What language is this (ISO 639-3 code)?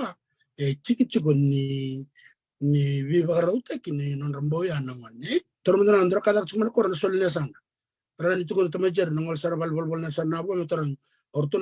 fij